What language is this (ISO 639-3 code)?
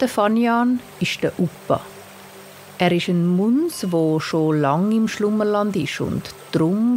gsw